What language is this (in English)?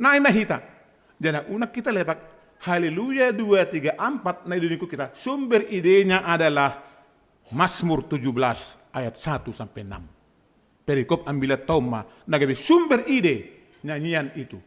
Batak Simalungun